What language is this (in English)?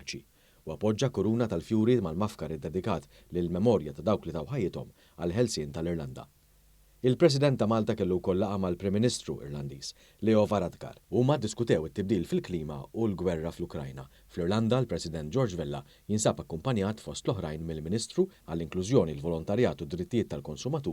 Maltese